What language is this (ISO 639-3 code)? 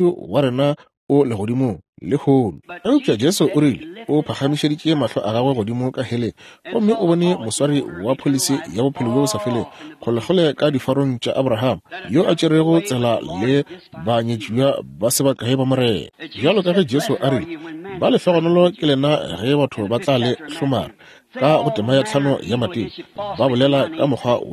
nso